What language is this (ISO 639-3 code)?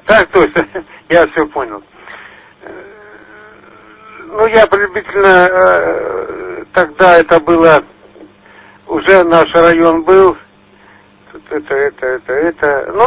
rus